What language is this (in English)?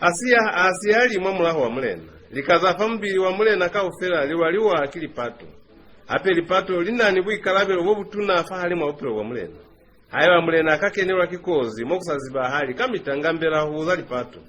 Lozi